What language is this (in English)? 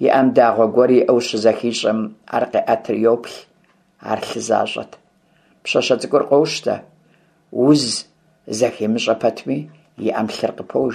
Kabardian